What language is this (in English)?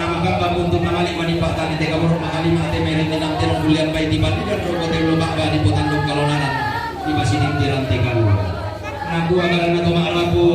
Toraja-Sa'dan